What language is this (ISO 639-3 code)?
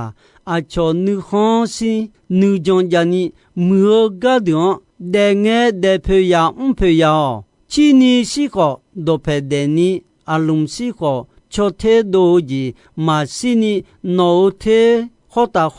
ahk